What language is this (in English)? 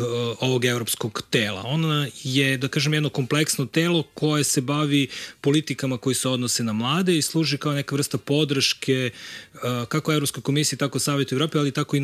Serbian